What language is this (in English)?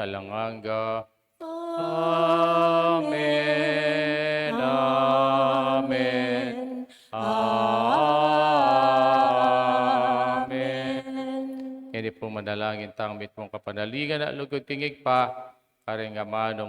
Pampanga